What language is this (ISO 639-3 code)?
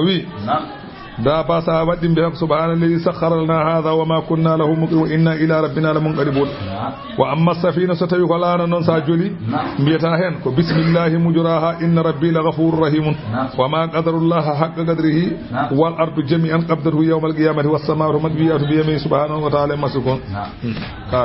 ful